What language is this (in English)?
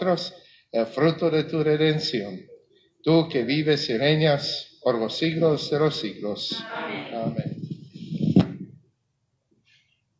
Spanish